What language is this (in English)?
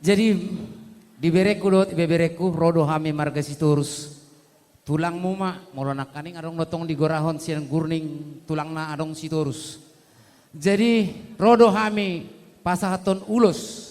Batak Toba